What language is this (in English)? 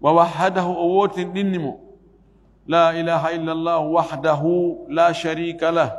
Fula